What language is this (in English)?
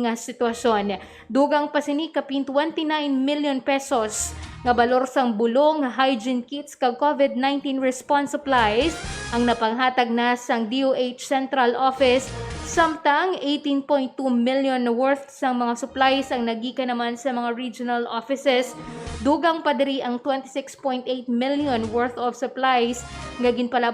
Hiligaynon